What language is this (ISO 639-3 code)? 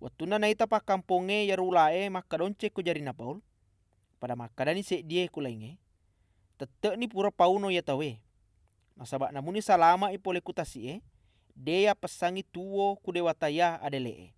bug